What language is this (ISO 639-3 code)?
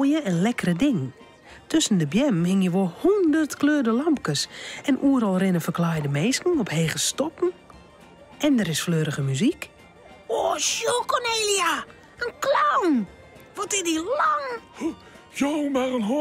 fry